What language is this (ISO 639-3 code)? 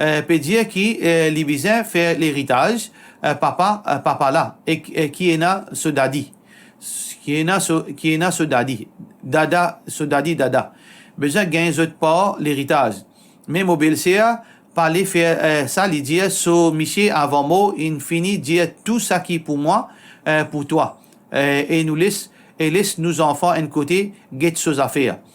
mfe